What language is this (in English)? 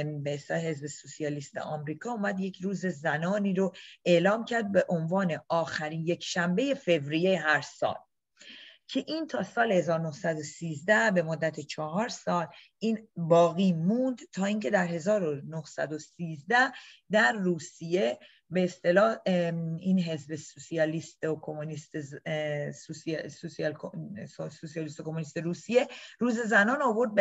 Persian